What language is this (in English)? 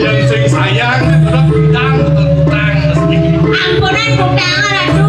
Balinese